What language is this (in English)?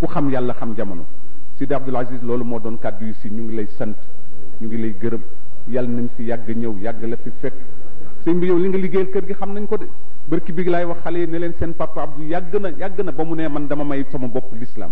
Wolof